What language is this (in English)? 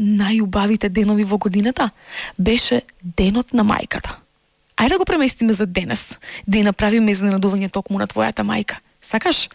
Macedonian